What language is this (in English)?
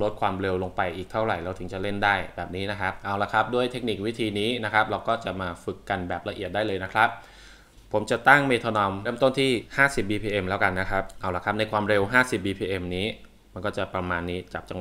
Thai